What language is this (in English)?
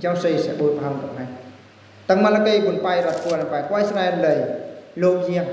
Eastern Bru